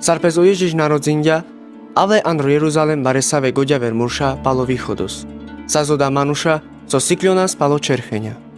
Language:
Carpathian Romani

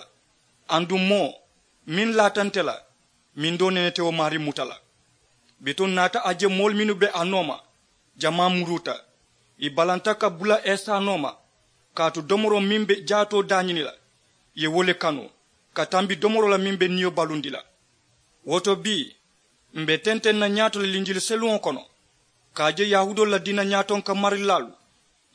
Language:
Mandingo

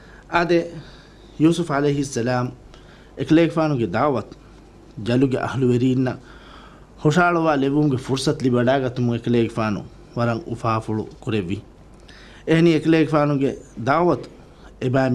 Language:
Divehi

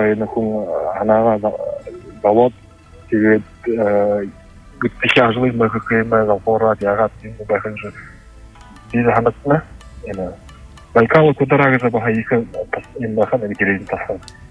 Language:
Buriat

